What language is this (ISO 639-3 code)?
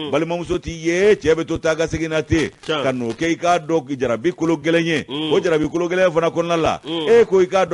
bam